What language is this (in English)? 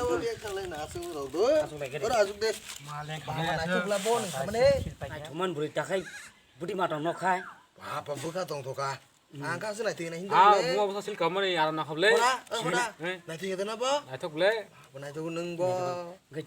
Kok Borok